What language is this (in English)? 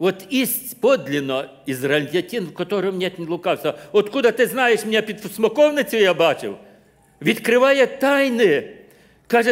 Ukrainian